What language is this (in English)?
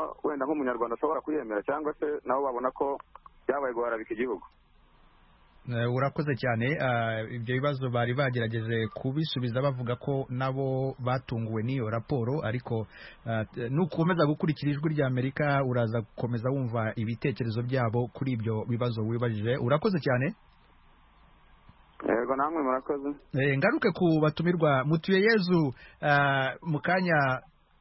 Kinyarwanda